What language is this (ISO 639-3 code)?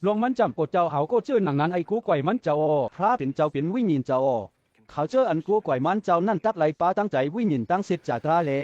shn